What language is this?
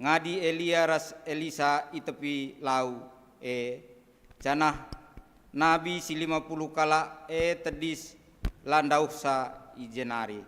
Batak Karo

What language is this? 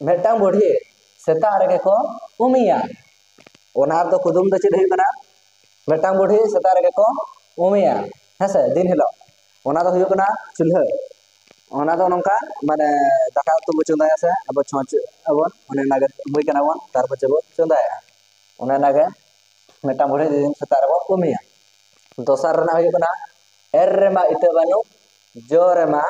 Santali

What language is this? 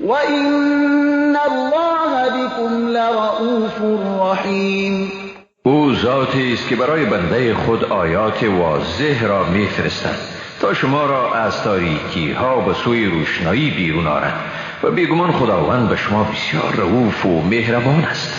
Persian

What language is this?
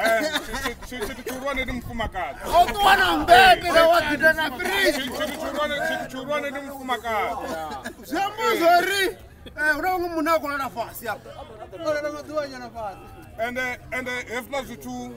Venda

